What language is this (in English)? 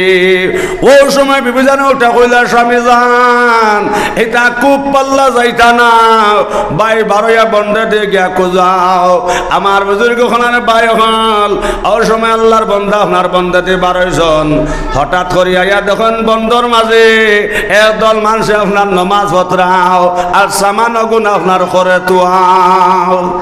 Sylheti